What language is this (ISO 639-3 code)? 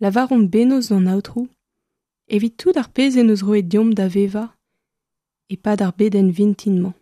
bre